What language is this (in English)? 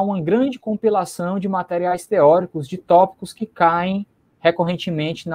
Portuguese